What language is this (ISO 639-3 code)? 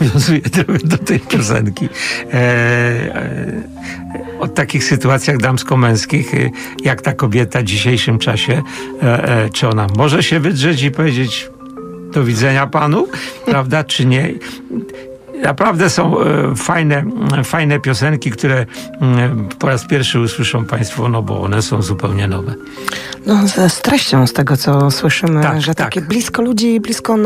pol